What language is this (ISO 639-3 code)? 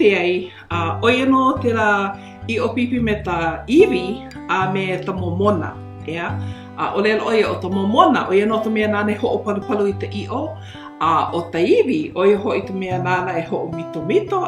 haw